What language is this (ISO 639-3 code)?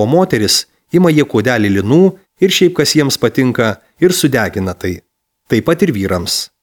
lit